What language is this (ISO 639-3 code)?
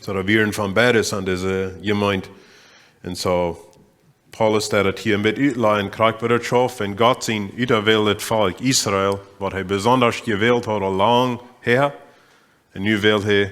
pdt